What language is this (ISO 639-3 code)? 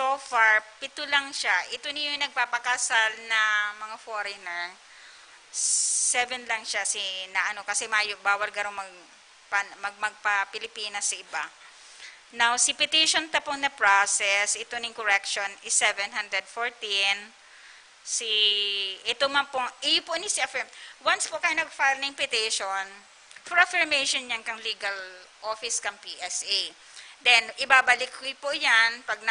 bik